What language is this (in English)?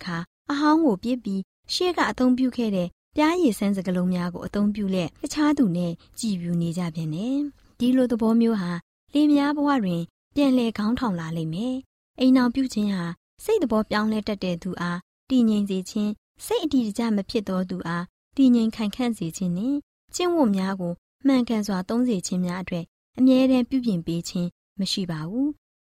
Burmese